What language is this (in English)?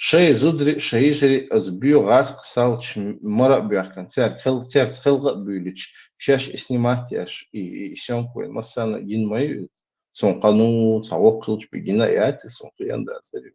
Chechen